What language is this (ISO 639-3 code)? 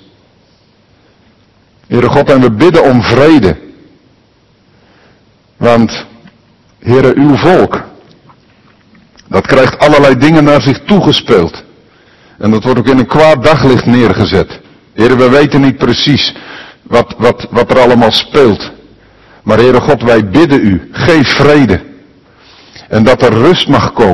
nld